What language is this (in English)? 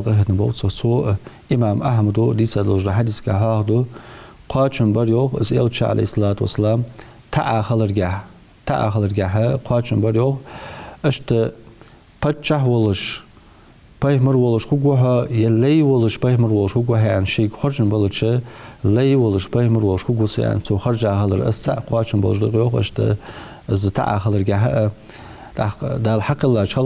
Ingush